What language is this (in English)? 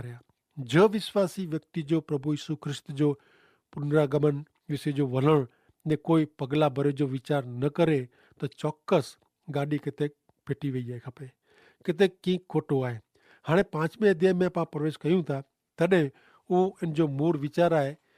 Kachhi